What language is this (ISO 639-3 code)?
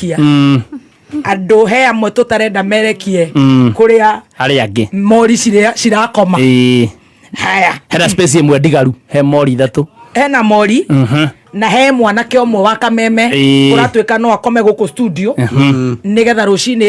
kik